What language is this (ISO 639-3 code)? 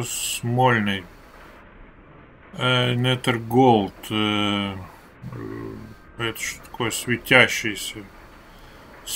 rus